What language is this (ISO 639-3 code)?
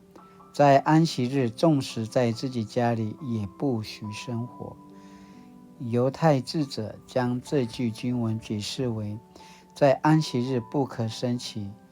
pwn